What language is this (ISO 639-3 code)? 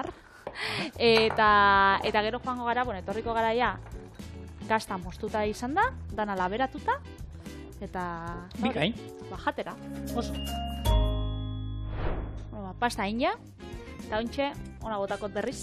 eus